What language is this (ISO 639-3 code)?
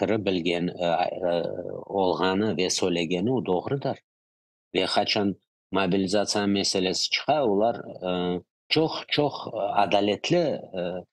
crh